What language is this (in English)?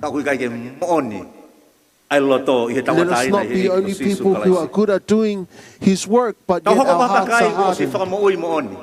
Tongan